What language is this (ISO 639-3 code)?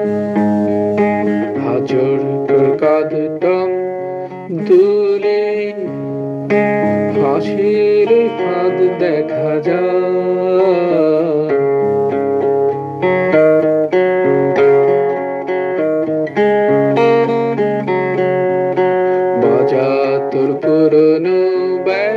ben